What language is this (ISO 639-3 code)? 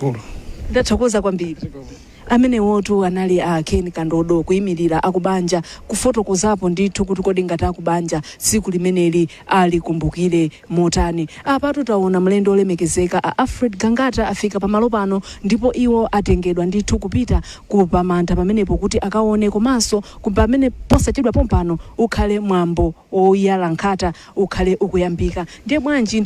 nya